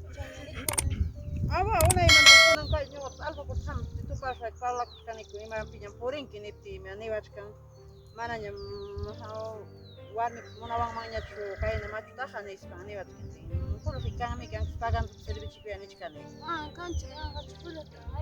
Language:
Ayacucho Quechua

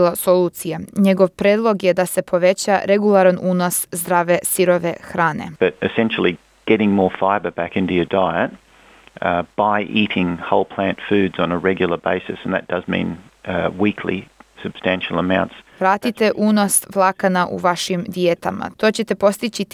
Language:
Serbian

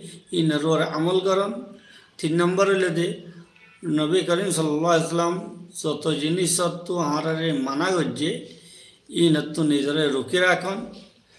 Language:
Rohingya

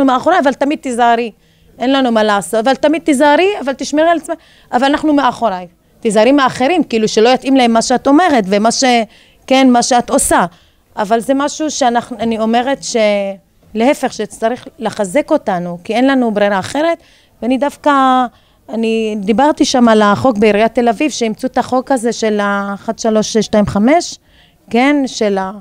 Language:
Hebrew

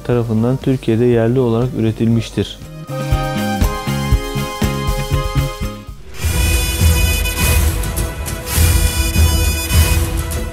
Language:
Turkish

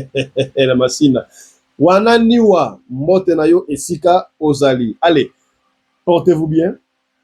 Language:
Lingala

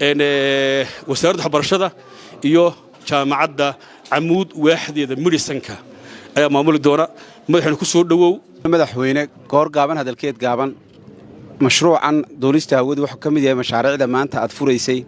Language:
Somali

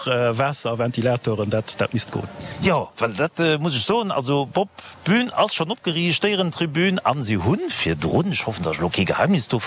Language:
Luxembourgish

